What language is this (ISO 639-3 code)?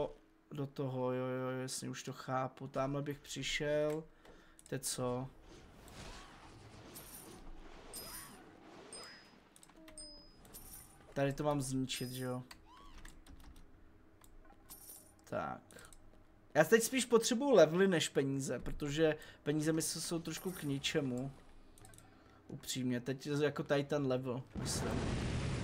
ces